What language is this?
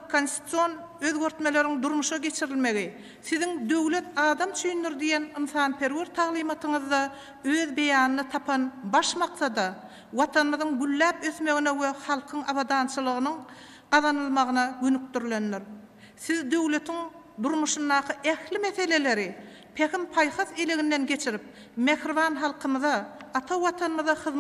Turkmen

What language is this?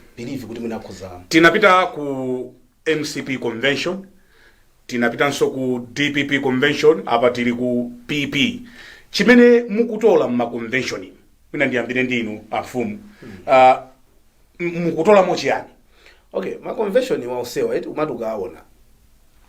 Nyanja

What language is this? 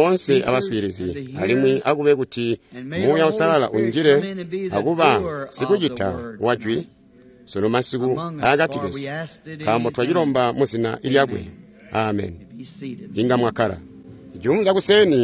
Tonga (Zambia)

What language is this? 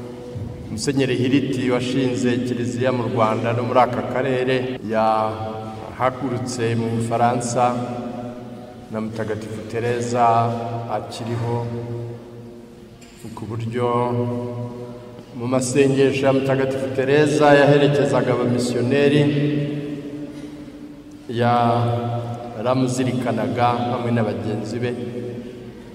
Kinyarwanda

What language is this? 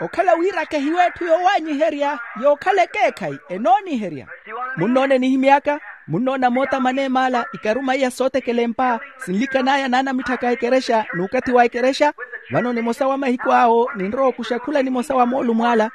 Makhuwa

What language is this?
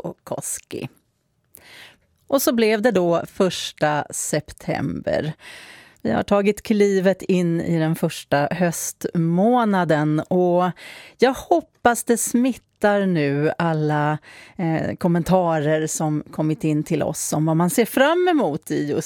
Swedish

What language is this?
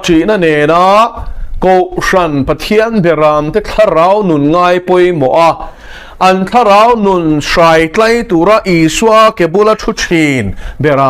Mizo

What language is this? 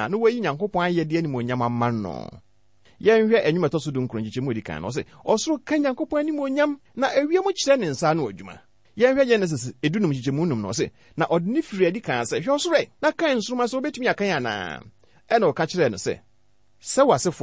Akan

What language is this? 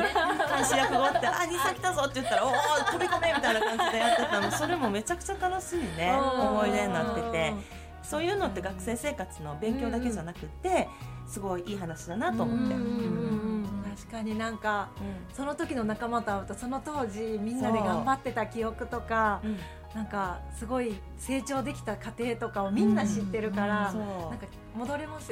Japanese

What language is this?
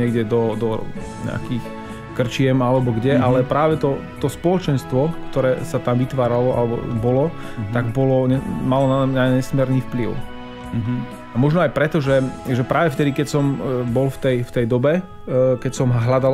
Slovak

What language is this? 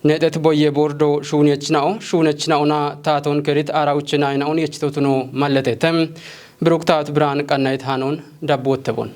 Kafa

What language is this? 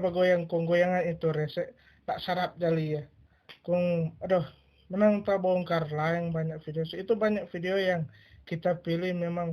Manado Malay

